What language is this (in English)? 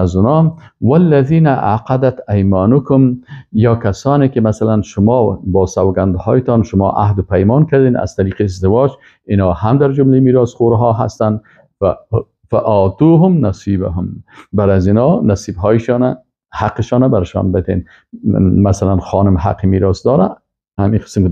Persian